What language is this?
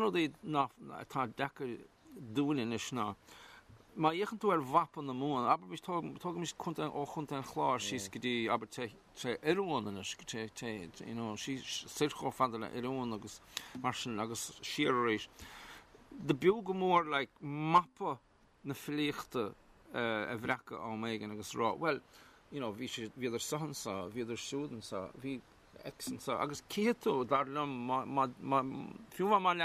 Irish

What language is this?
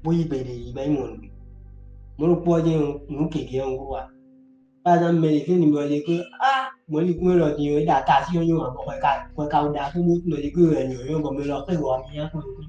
Fon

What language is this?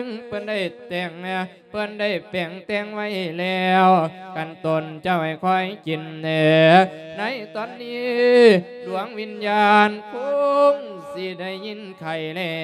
Lao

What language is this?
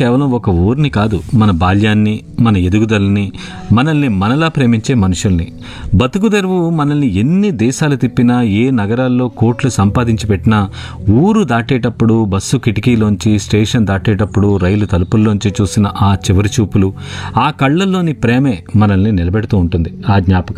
Telugu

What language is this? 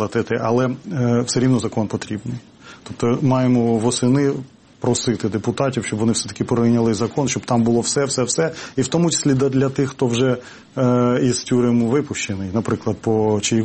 Ukrainian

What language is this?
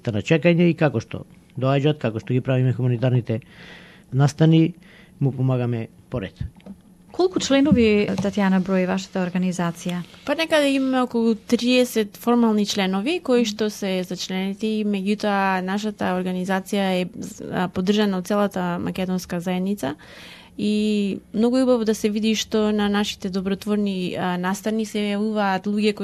Macedonian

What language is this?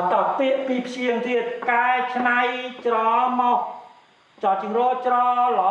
Khmer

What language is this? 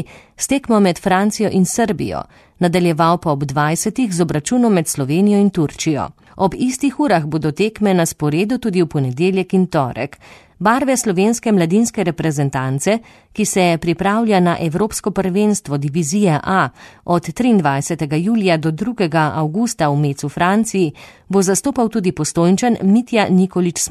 Slovenian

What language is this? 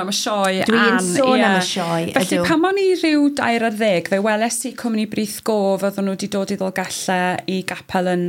Welsh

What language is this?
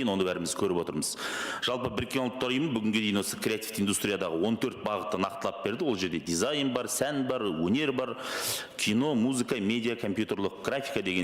Kazakh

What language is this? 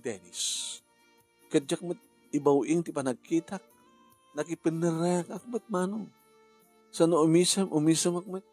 Iloko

